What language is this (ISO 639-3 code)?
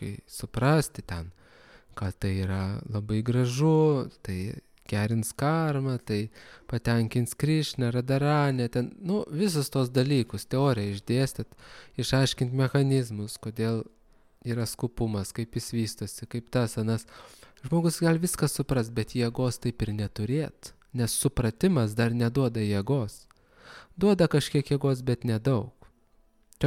lit